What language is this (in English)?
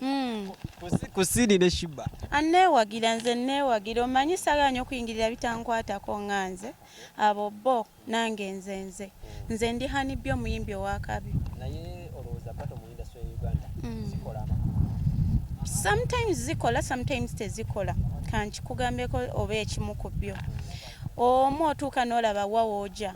Ganda